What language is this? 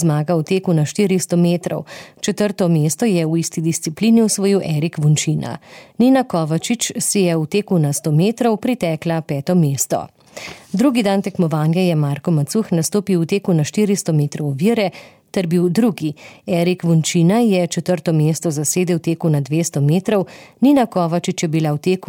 Slovenian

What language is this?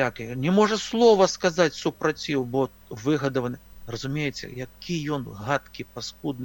Belarusian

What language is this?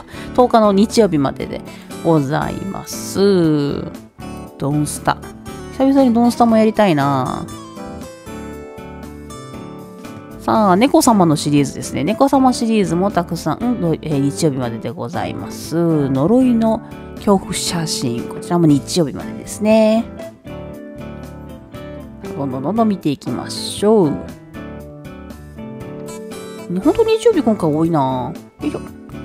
Japanese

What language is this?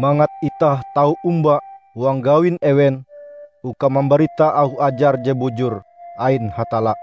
Ngaju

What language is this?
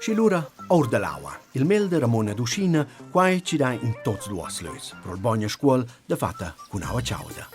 Romansh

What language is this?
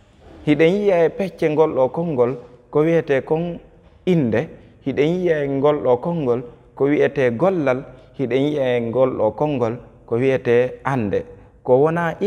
Fula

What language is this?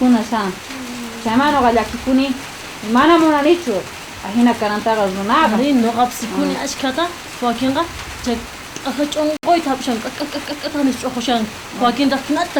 South Bolivian Quechua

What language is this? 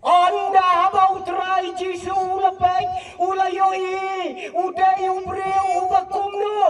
Khasi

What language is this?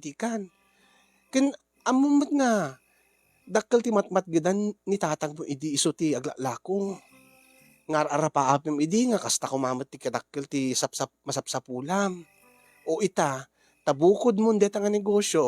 Iloko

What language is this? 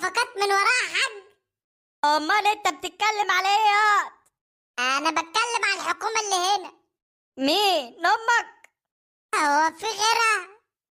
Egyptian Arabic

